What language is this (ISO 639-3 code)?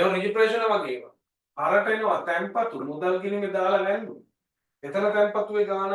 sin